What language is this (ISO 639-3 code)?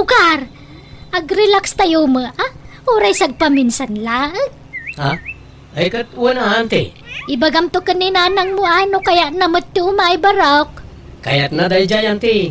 ilo